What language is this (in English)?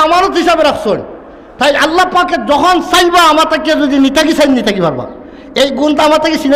Sylheti